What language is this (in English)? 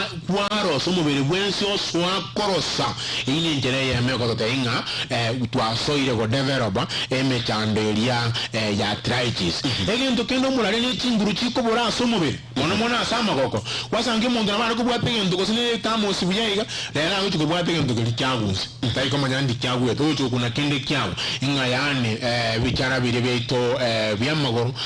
Gusii